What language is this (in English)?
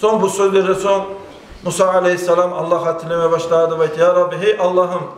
Kumyk